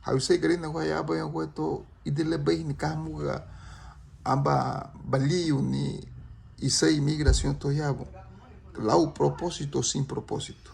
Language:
Garifuna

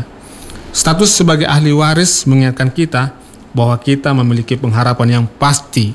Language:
Indonesian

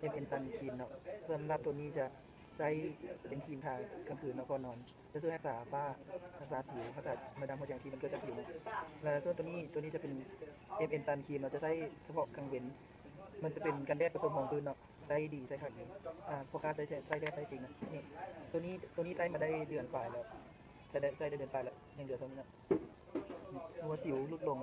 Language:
Lao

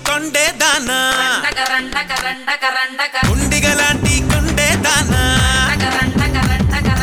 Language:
Telugu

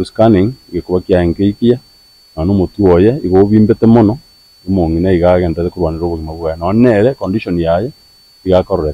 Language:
Gusii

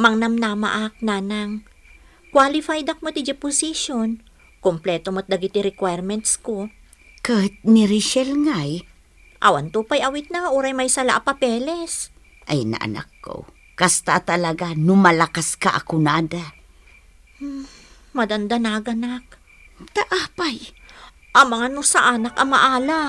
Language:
Iloko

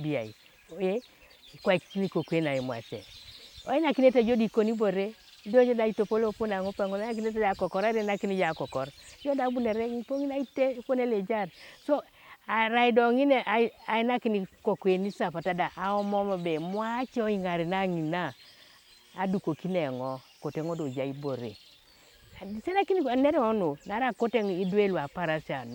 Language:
Teso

